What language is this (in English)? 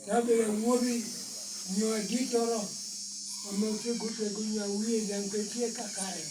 Lango (Uganda)